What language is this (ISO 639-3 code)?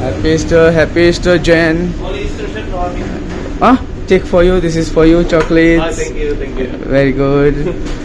kok